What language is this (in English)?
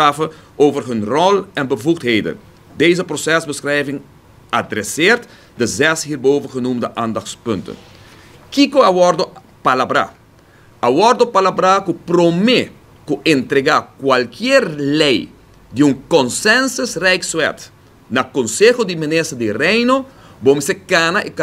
Papiamento